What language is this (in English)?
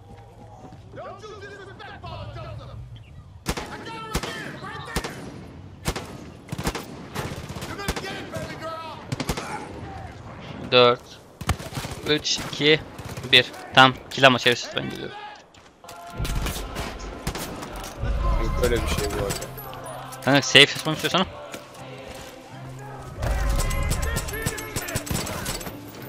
Turkish